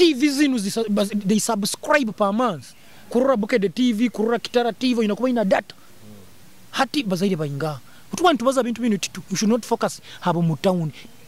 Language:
Nyoro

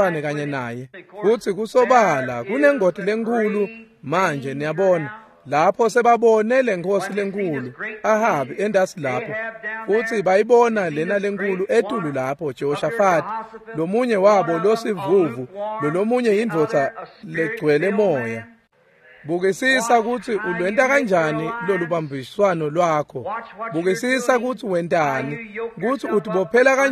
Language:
Swati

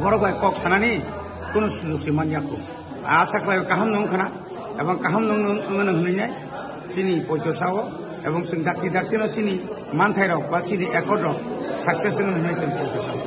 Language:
Kok Borok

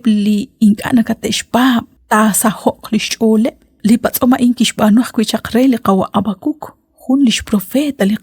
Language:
Kekchí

